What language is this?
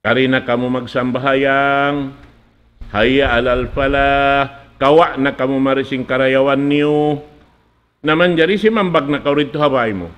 Tausug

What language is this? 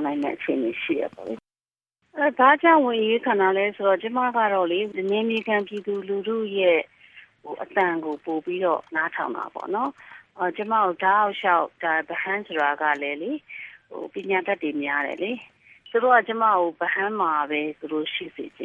Burmese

